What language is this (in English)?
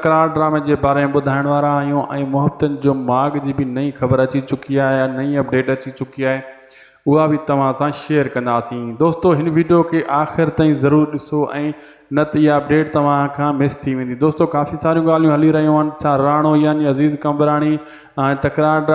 Sindhi